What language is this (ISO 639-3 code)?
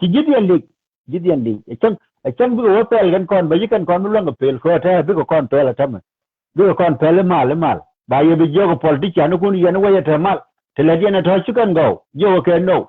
nus